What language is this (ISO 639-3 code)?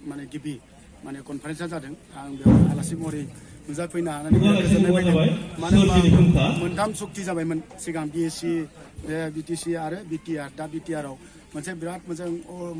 brx